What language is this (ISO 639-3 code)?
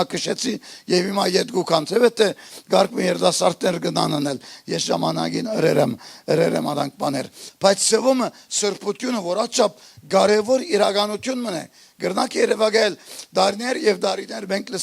hyw